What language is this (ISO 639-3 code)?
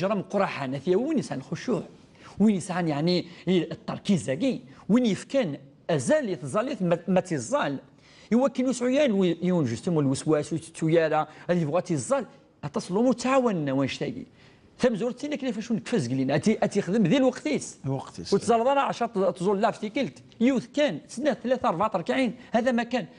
kab